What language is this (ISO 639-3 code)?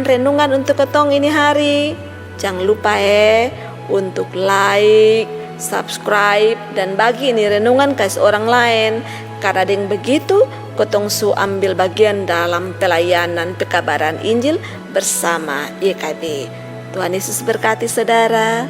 mkn